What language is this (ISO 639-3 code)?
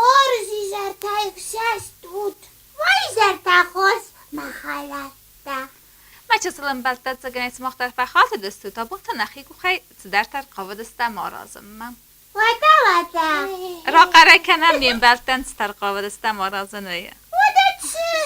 oss